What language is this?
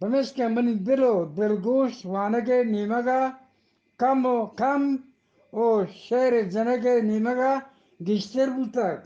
Eastern Balochi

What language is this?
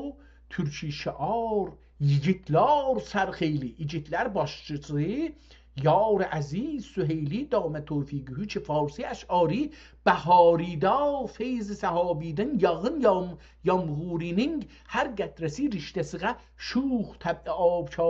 South Azerbaijani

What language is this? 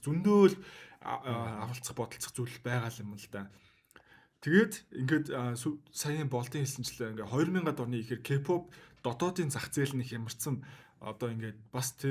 Mongolian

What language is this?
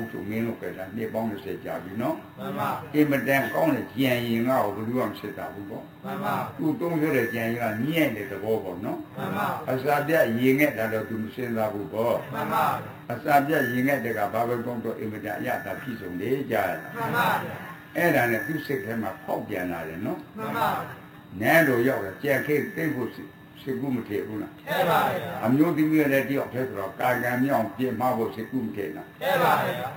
Burmese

